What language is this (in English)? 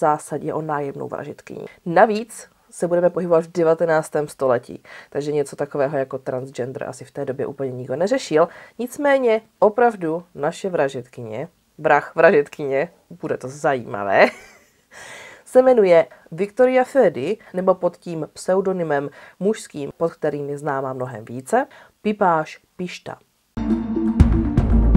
Czech